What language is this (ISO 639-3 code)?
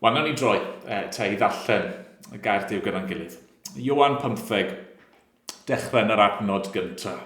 cym